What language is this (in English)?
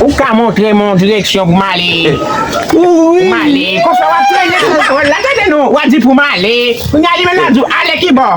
Haitian Creole